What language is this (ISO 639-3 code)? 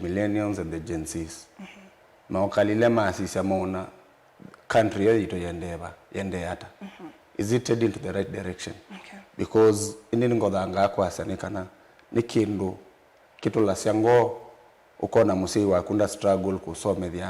kam